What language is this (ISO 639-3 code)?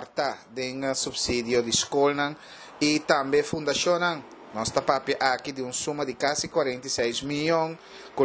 pap